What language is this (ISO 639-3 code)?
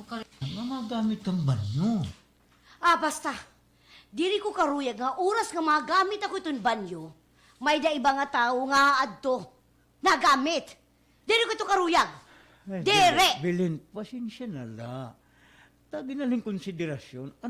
war